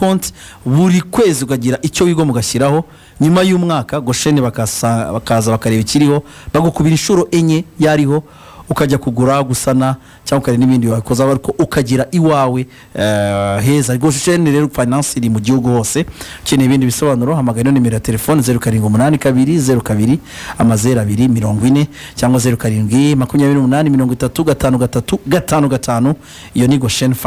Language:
Kinyarwanda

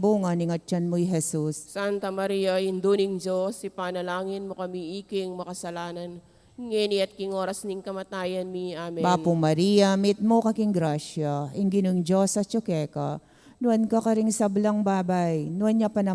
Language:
Pampanga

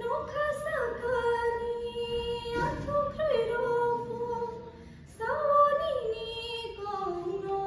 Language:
Kok Borok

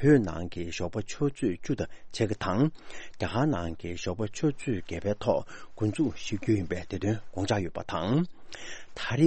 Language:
Tibetan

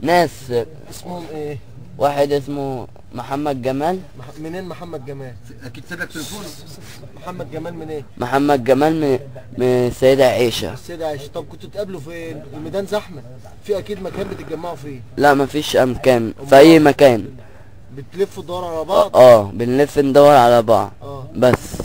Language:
Egyptian Arabic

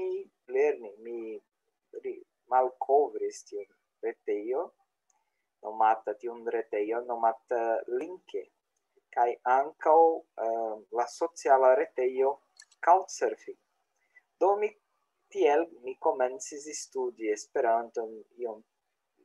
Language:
Esperanto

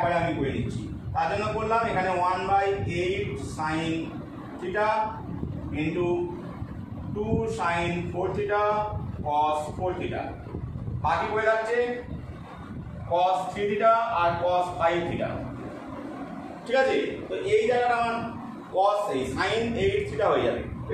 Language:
Bangla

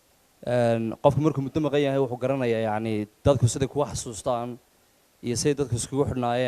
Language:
Somali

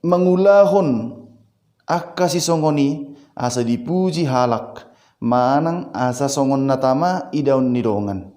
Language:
Batak Toba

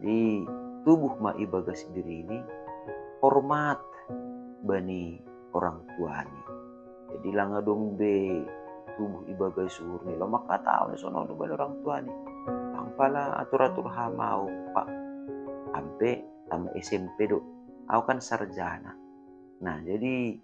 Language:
Batak Simalungun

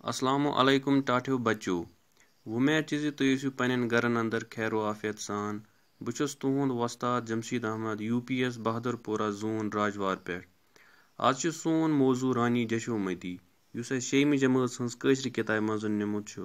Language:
Kashmiri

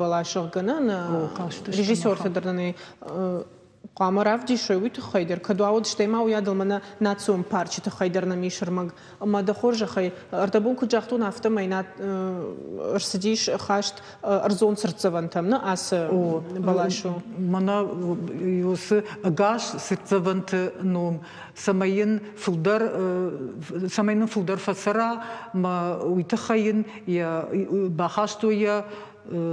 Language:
Ossetic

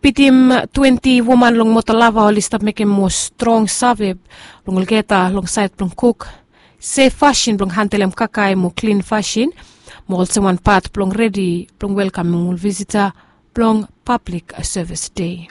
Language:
Bislama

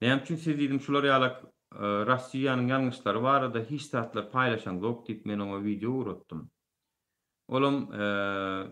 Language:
Turkmen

